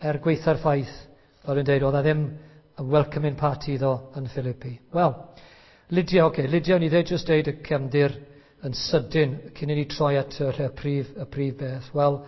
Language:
Welsh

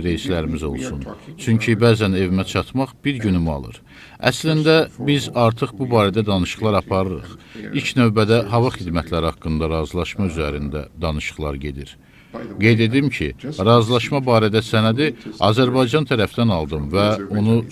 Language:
Azerbaijani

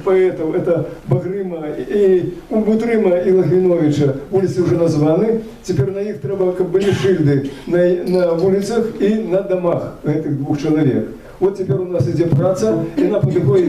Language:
Belarusian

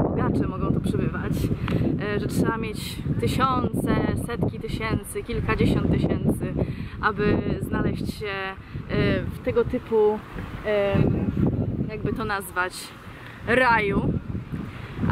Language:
Polish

